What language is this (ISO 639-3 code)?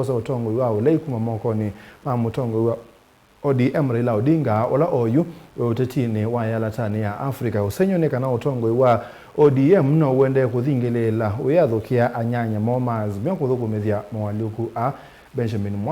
kam